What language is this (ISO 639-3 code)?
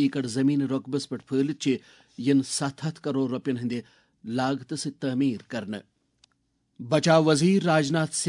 kas